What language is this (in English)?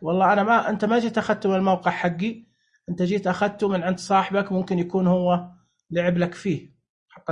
Najdi Arabic